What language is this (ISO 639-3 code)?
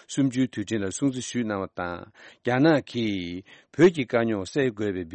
bod